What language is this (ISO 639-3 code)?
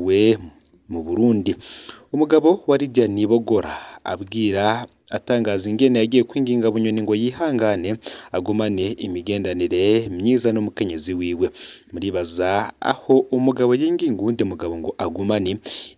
run